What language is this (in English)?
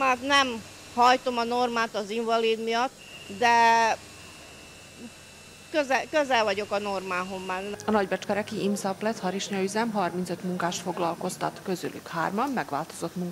Hungarian